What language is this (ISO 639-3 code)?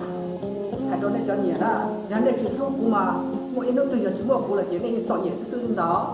hmn